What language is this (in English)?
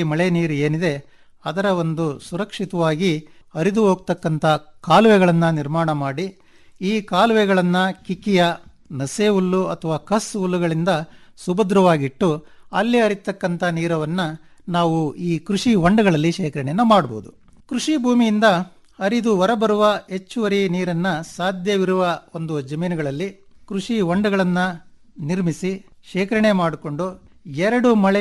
Kannada